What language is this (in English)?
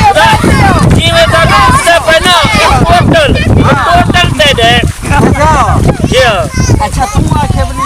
Saraiki